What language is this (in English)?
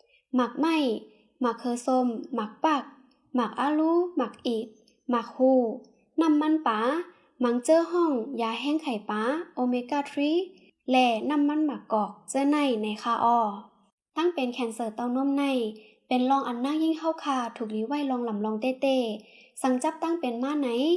Shan